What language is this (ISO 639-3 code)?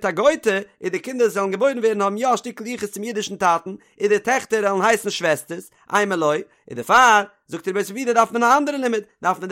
yid